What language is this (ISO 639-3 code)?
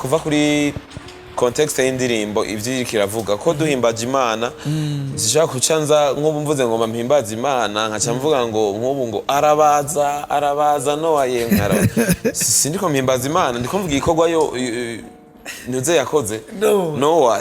run